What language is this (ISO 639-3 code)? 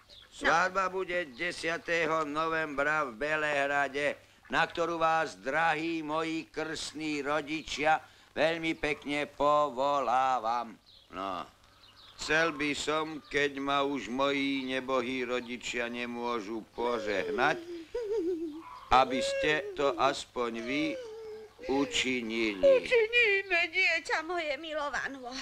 slk